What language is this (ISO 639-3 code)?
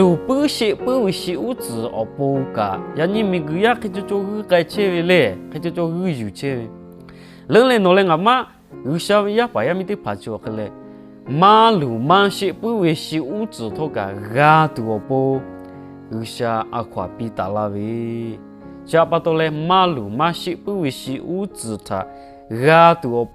lhu